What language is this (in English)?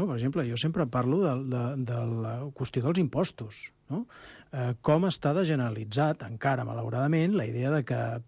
Catalan